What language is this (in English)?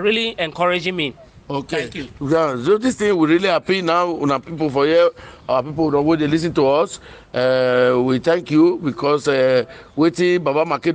Nigerian Pidgin